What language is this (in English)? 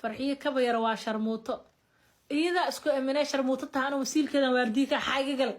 Somali